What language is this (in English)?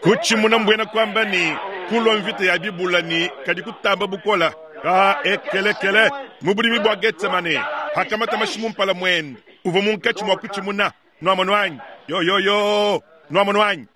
Luba-Lulua